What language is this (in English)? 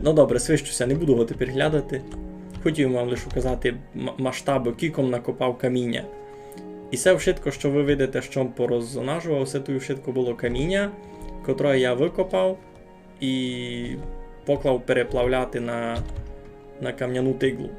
Rusyn